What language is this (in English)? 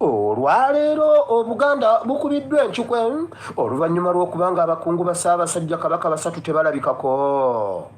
Ganda